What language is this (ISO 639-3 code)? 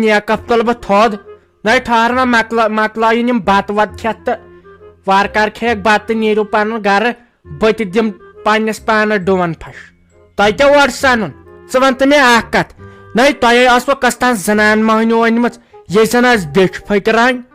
kas